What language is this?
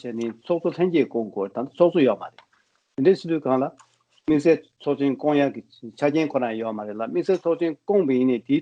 Tibetan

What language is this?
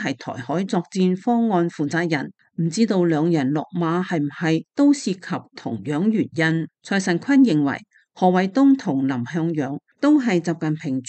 Cantonese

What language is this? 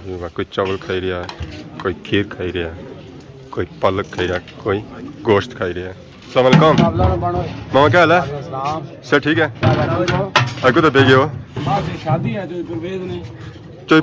Pahari-Potwari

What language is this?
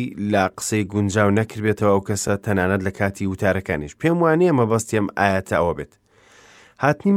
Central Kurdish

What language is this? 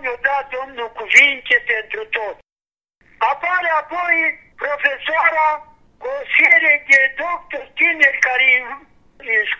Romanian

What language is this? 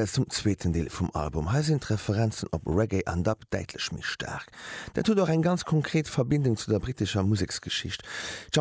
Luxembourgish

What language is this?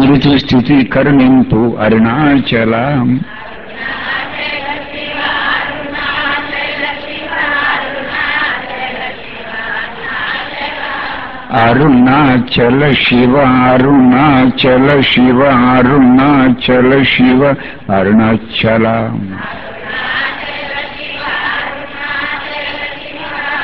Telugu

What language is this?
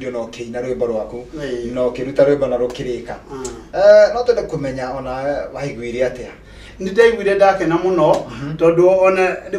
Kikuyu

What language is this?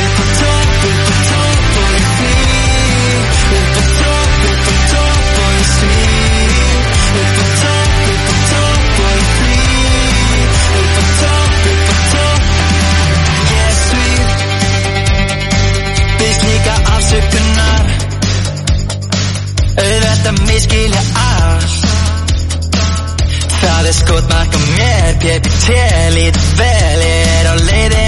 Icelandic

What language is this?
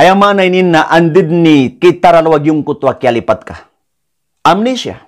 Maranao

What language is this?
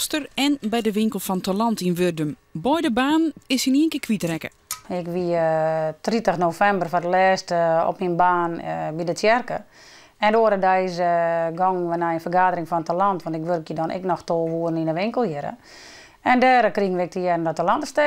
Western Frisian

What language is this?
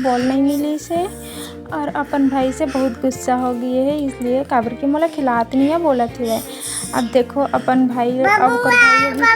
Chhattisgarhi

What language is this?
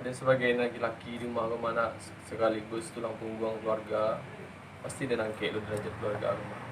Minangkabau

